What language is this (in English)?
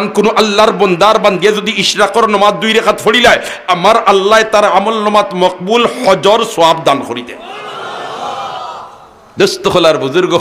Sylheti